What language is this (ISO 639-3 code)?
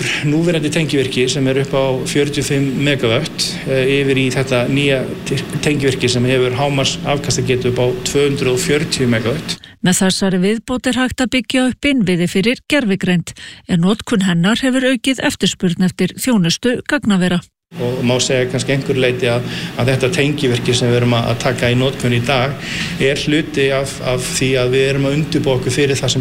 isl